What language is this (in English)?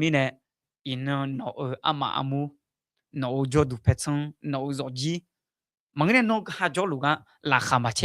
Akha